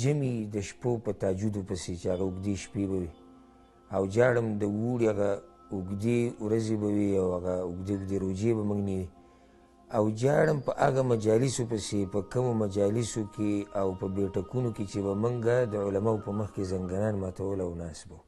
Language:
Pashto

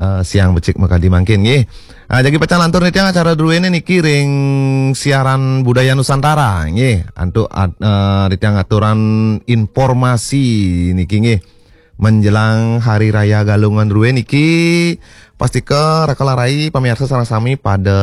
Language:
Balinese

